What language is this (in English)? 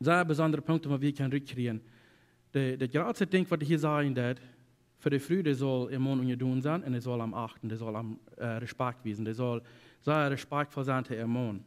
Plautdietsch